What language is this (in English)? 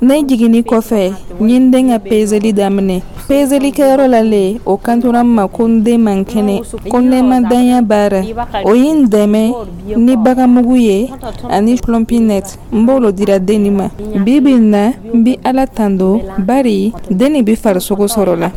Dyula